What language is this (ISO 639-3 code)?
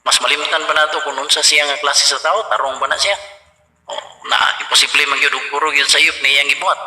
ceb